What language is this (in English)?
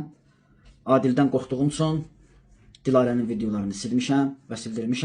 Azerbaijani